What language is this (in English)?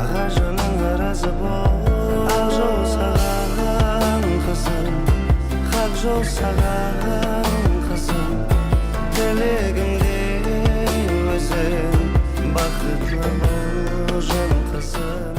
Kara-Kalpak